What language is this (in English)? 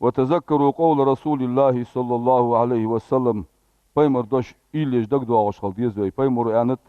Ingush